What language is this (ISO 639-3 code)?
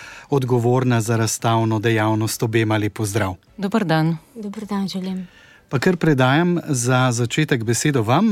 slv